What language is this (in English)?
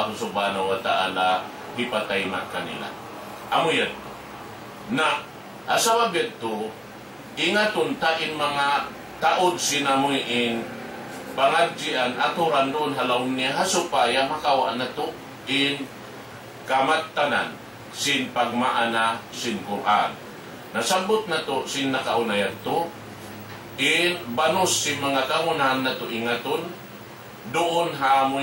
Tausug